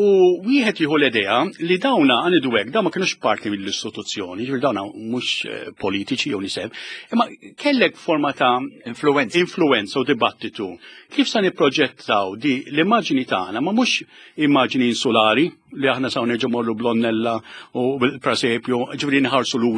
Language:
Maltese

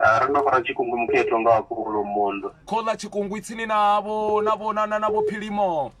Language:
Venda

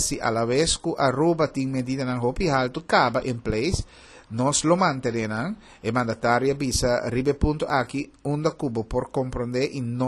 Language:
Papiamento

